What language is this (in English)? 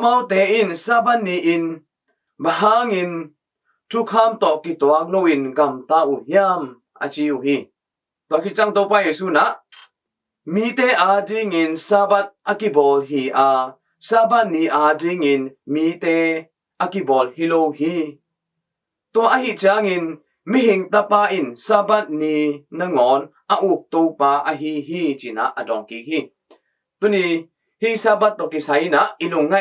Tedim Chin